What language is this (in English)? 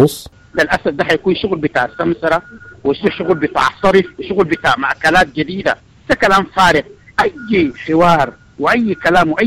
Sudanese Arabic